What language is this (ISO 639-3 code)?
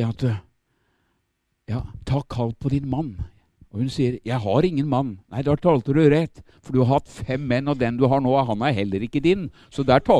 nor